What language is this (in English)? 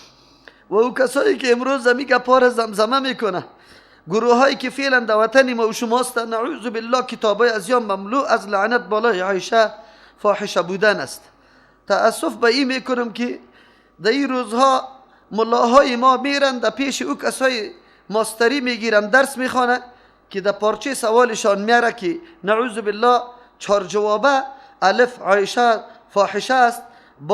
Persian